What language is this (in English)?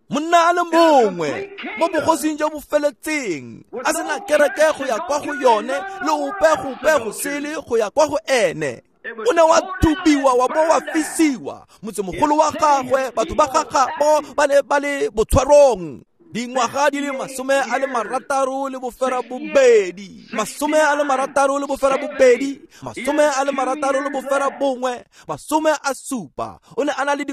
Tswana